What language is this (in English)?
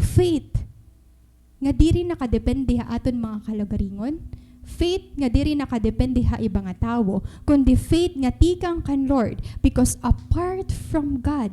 Waray